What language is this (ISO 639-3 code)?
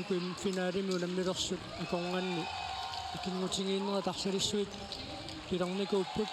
kal